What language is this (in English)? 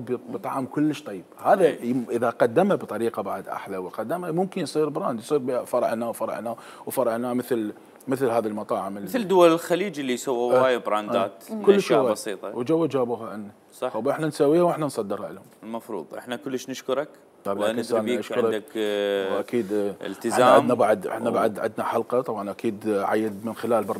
Mesopotamian Arabic